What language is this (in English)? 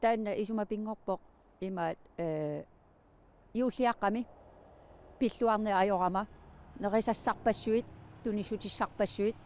Kalaallisut